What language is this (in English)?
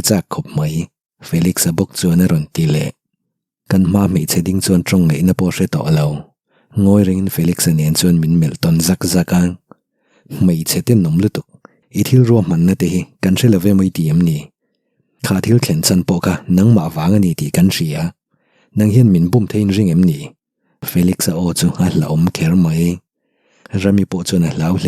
Mizo